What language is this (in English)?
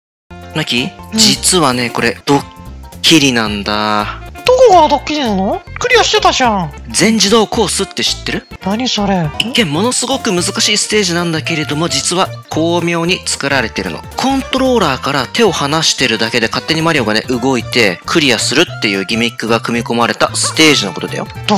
Japanese